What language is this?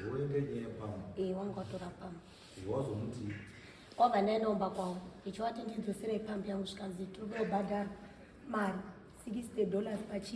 Shona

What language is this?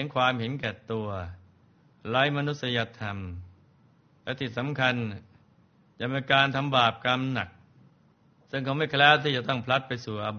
Thai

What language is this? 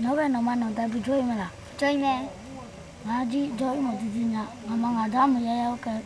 Akha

